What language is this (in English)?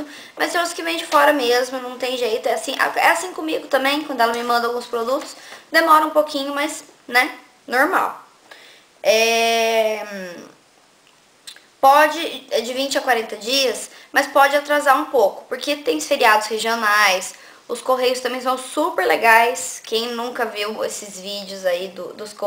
Portuguese